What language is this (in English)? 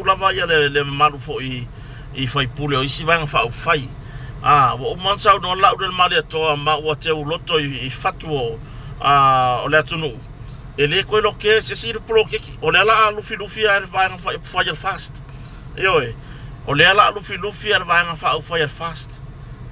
Samoan